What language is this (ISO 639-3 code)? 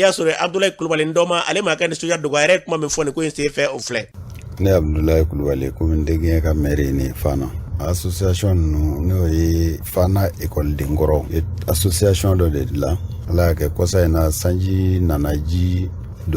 bam